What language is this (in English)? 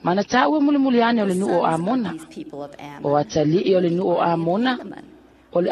Samoan